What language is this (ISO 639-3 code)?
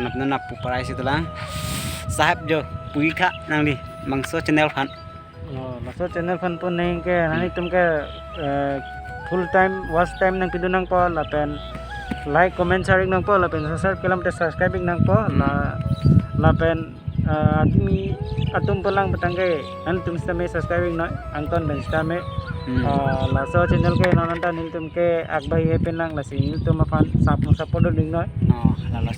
mjw